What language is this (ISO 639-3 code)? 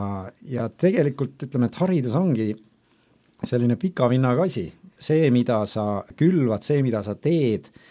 est